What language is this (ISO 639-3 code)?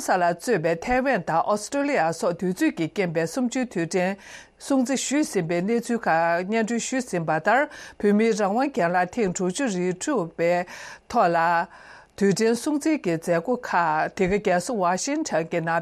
bod